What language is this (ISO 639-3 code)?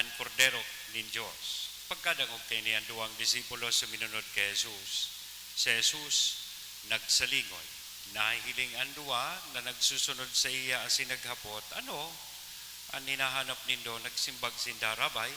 bik